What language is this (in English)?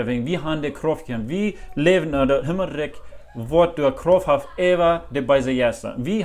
Plautdietsch